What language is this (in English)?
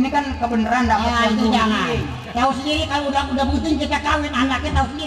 Betawi